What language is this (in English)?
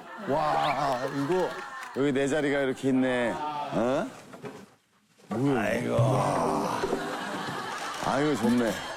Korean